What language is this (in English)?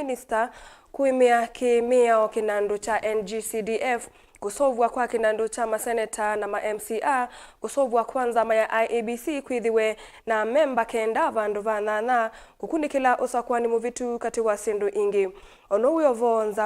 Kamba